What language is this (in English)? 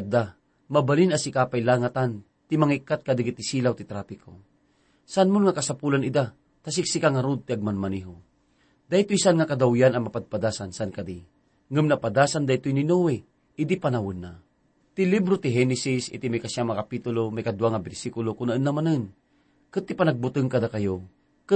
Iloko